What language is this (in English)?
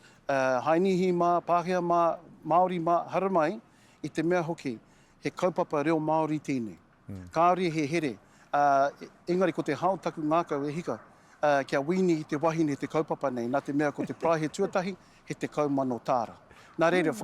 Māori